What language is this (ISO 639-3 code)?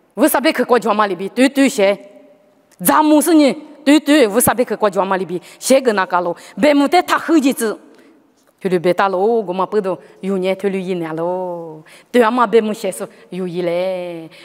lis